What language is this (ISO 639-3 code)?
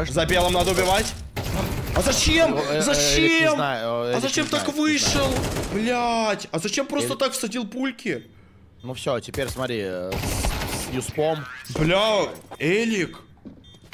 rus